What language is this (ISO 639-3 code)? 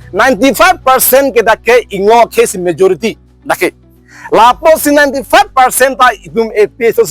mjw